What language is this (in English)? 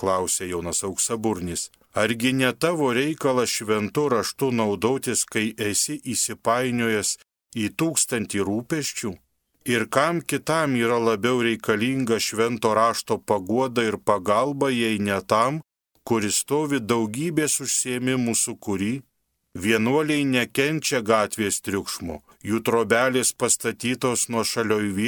Lithuanian